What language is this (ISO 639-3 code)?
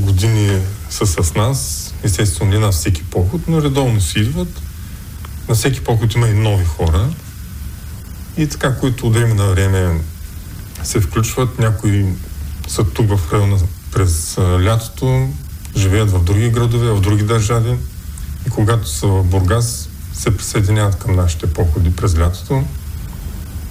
bul